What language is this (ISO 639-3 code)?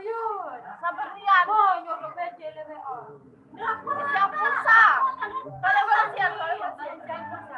sas